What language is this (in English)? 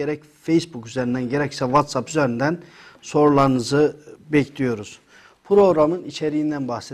Turkish